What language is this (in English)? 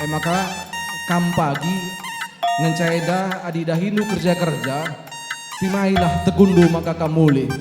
Batak Karo